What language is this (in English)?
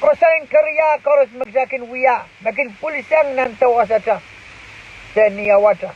Pohnpeian